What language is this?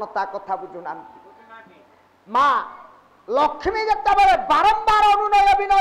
Odia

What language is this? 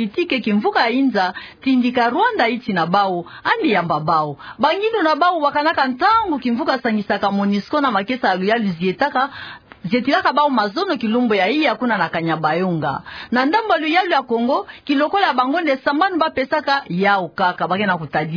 Kituba (Democratic Republic of Congo)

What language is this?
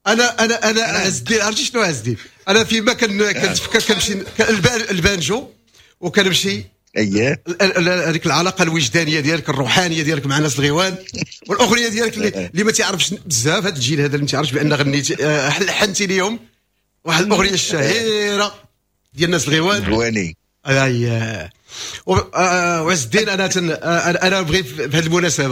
Moroccan Arabic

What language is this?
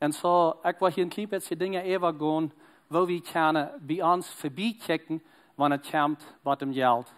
Plautdietsch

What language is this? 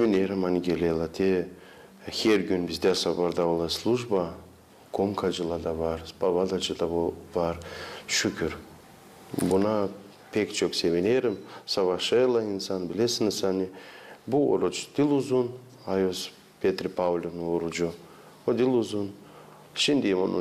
Gagauz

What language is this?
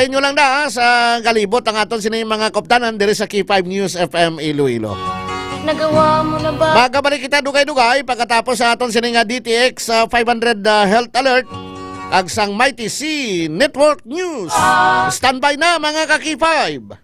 Hiligaynon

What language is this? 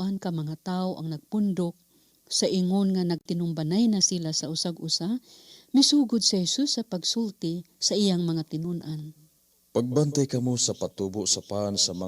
Cebuano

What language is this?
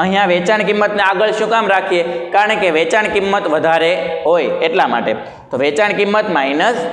Gujarati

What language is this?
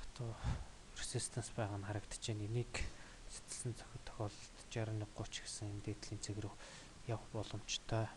Mongolian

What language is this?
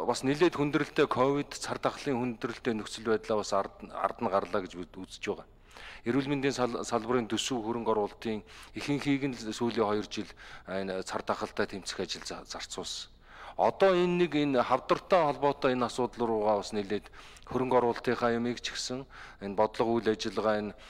Mongolian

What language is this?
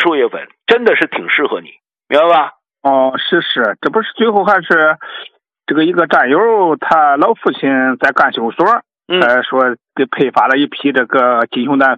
Chinese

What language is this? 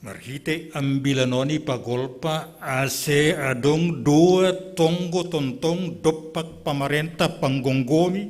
Batak Simalungun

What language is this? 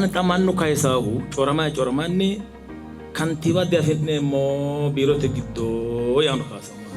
Sidamo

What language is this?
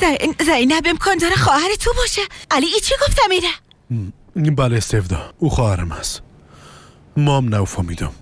Tajik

